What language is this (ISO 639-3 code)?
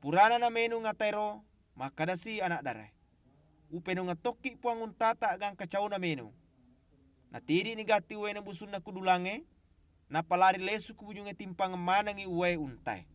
bug